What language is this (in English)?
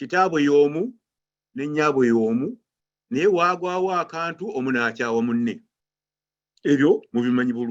Ganda